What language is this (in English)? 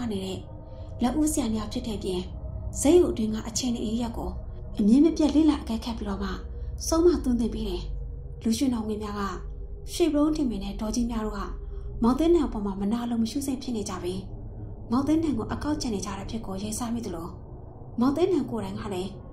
Burmese